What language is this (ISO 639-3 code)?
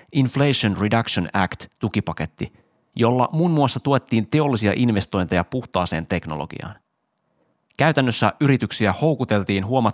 fin